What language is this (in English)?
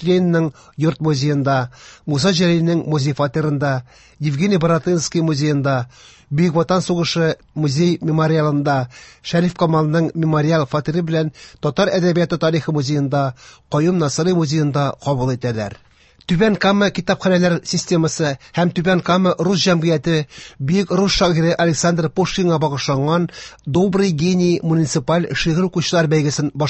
Tatar